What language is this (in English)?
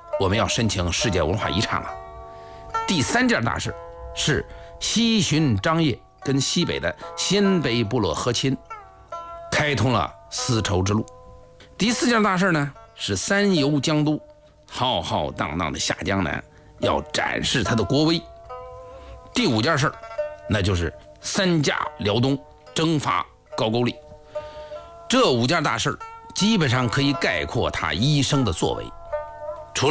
Chinese